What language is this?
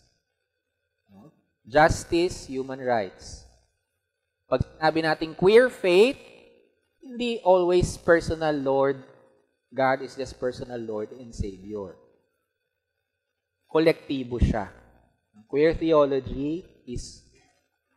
Filipino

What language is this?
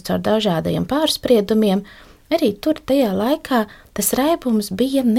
Latvian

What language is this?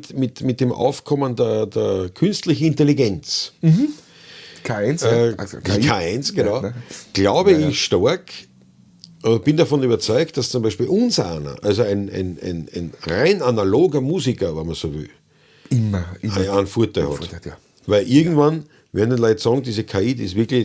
Bavarian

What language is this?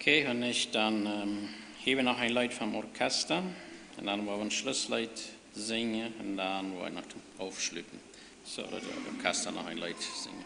Plautdietsch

